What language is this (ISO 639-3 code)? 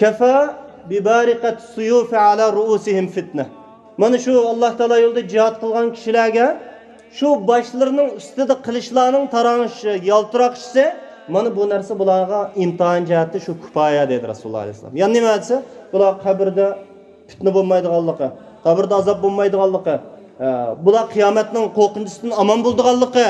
uig